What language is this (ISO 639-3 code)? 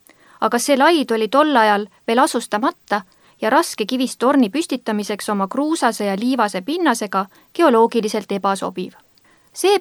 est